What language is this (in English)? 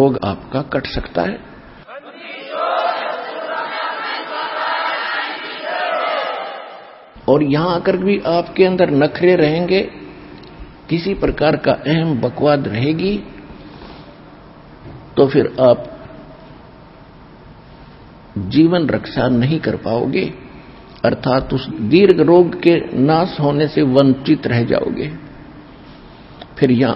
Hindi